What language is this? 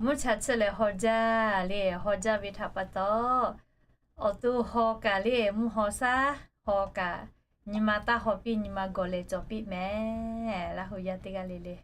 Lahu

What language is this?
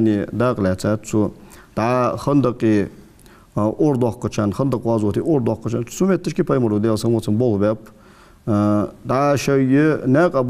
Ingush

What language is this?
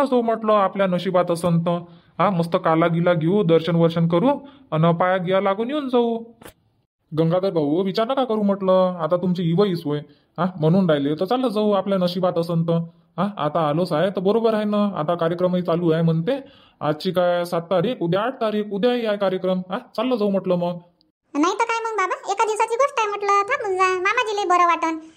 Marathi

